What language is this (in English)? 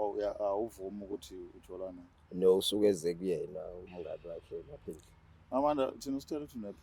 Zulu